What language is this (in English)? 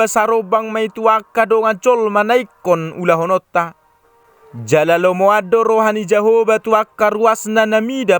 Batak Toba